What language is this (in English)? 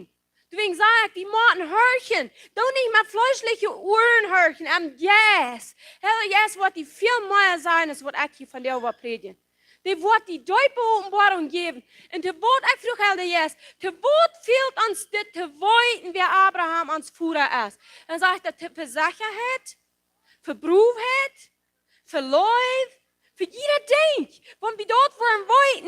Plautdietsch